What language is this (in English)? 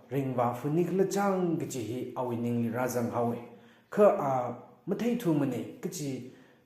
Tangkhul Naga (India)